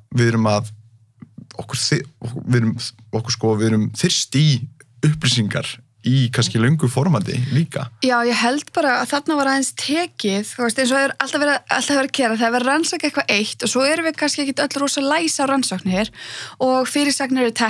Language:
Icelandic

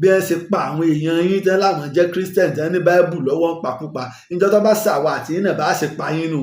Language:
Yoruba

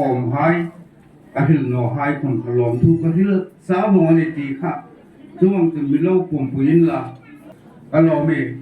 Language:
Hmar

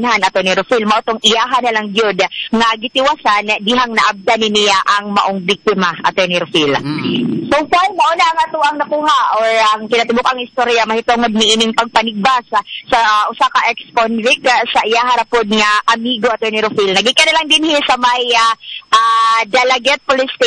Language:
Cebuano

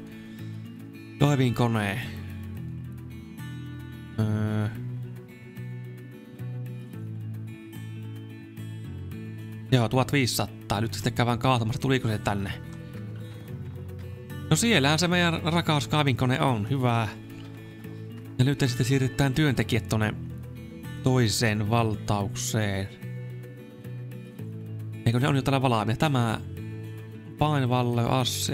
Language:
Finnish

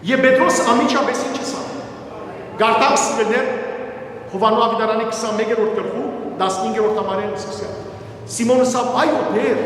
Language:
Western Armenian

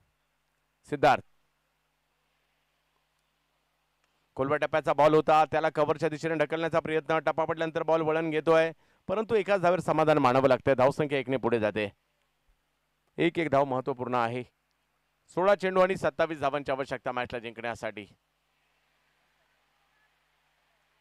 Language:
Marathi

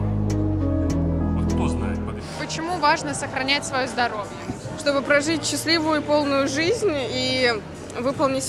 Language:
Russian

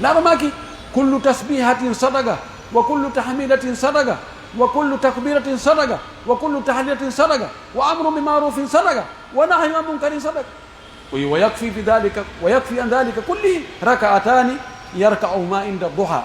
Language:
Pular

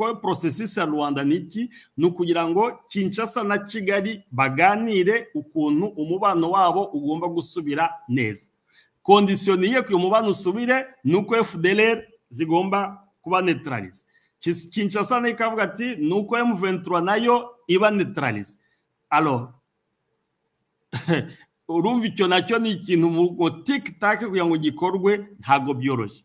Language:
Kinyarwanda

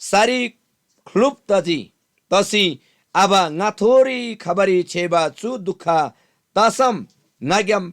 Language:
Eastern Tamang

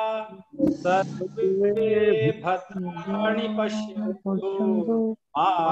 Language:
Sanskrit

